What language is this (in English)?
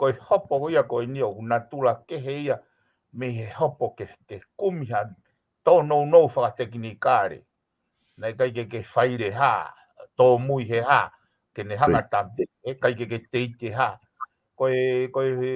Tongan